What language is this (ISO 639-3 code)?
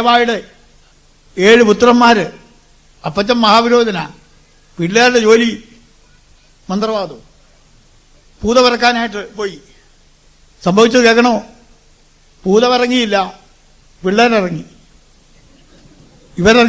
mal